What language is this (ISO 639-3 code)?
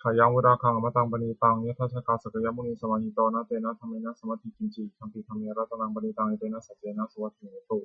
pli